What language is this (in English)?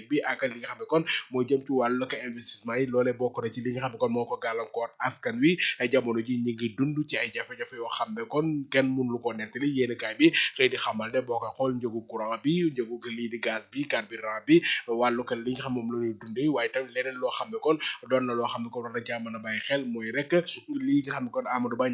Wolof